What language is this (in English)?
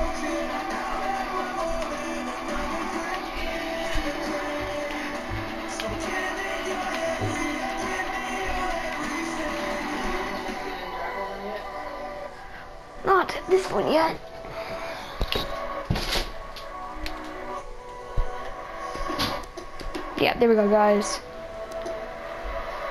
English